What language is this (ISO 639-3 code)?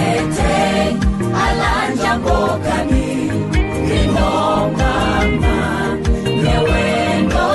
kam